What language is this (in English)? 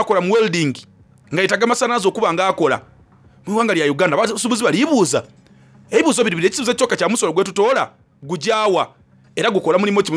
Soga